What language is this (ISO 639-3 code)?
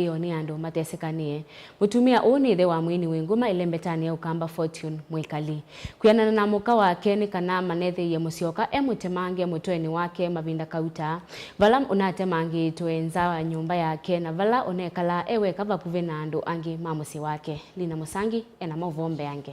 kam